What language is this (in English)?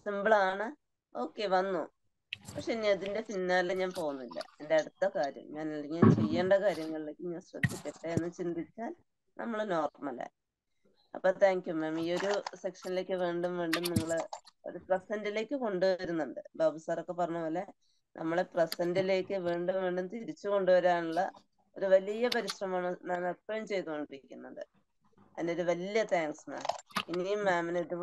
Malayalam